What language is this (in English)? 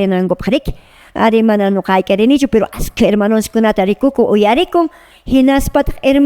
Quechua